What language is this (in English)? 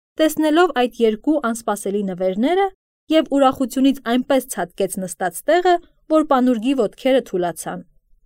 Armenian